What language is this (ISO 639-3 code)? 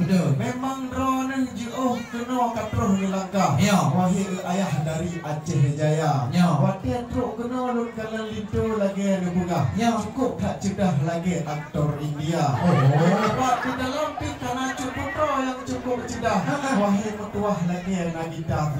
ace